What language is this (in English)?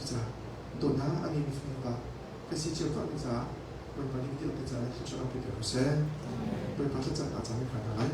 Hakha Chin